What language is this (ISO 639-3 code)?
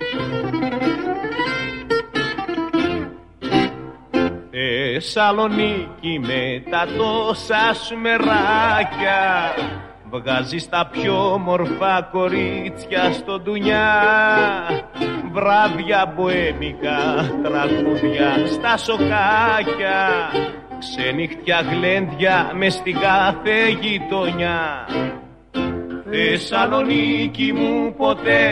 ell